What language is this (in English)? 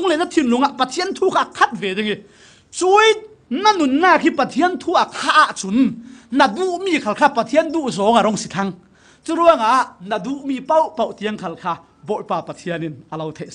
Falam Chin